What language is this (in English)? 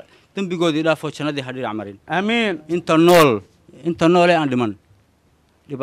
Somali